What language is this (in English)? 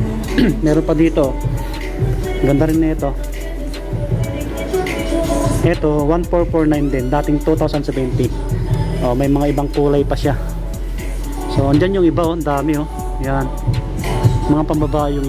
Filipino